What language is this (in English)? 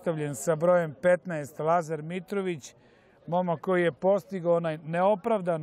Serbian